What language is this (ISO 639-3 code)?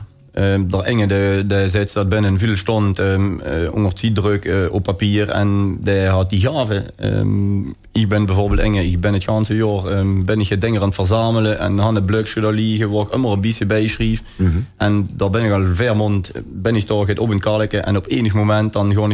lim